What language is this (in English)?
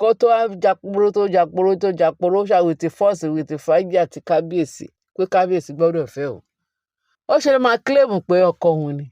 Yoruba